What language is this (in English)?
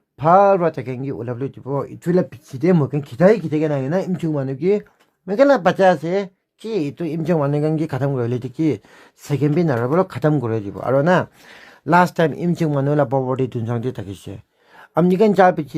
Naga Pidgin